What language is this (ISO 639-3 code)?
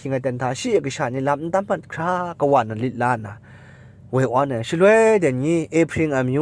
kac